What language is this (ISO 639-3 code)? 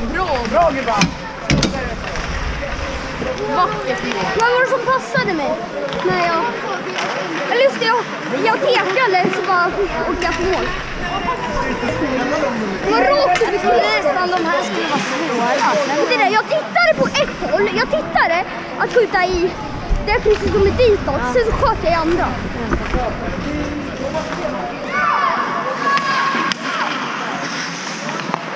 swe